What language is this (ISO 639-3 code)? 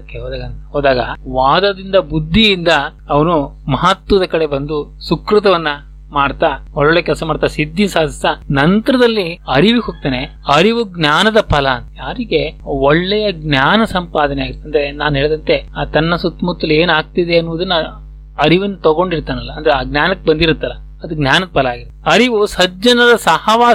kan